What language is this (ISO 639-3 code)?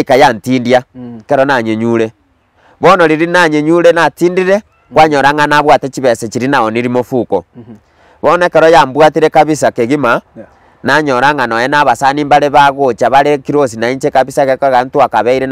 guz